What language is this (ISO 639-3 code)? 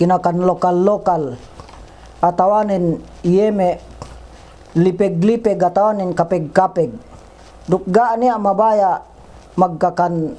yka